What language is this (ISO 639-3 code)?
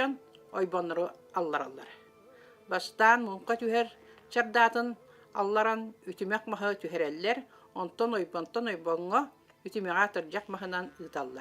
sah